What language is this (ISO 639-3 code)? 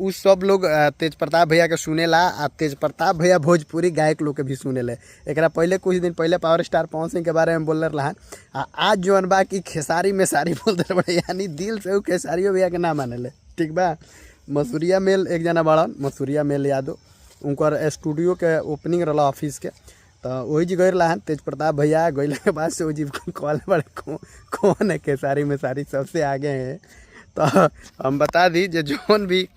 bho